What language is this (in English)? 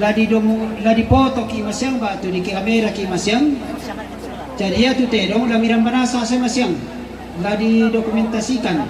Toraja-Sa'dan